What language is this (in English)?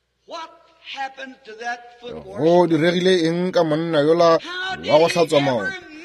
Northern Sotho